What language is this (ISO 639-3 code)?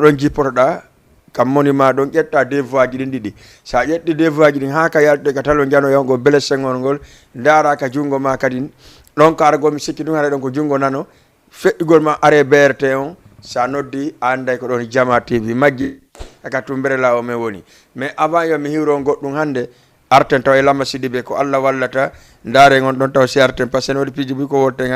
ful